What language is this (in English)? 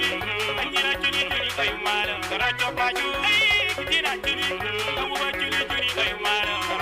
Acoli